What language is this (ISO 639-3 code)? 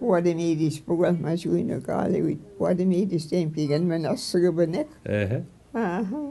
mic